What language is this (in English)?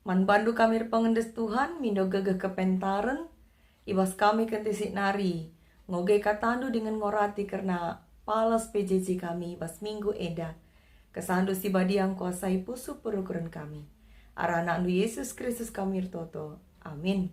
Batak Karo